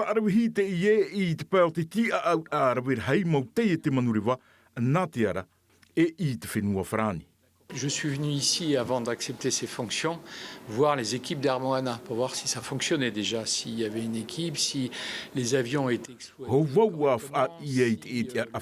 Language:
Tahitian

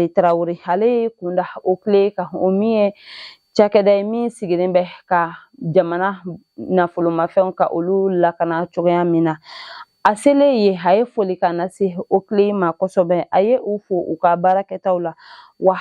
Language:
Bambara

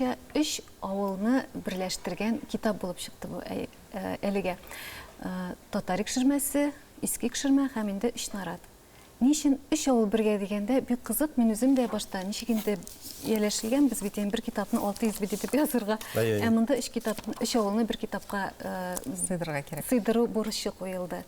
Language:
Tatar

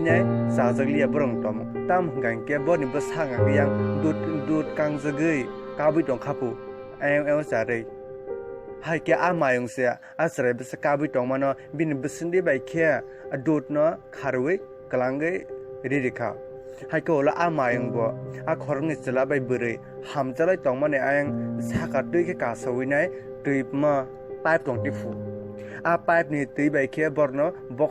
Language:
Kok Borok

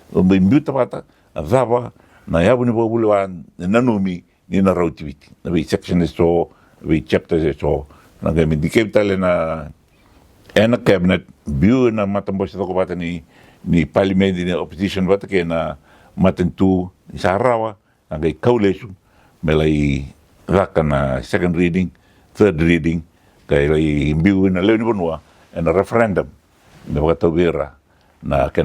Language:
Fijian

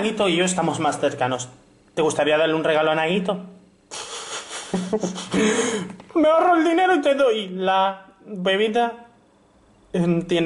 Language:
Spanish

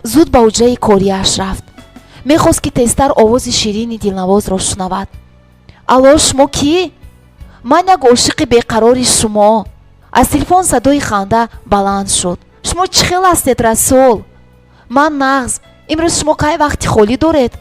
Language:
Tajik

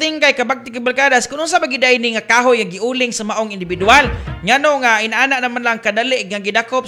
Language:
Cebuano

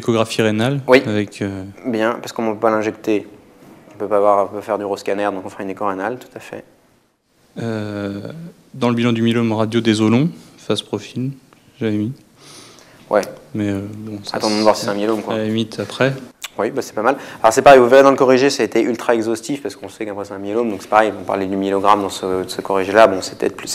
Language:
French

